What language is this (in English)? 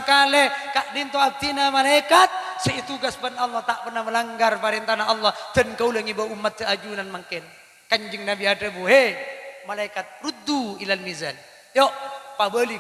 Madurese